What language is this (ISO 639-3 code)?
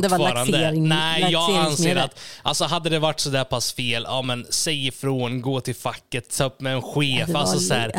swe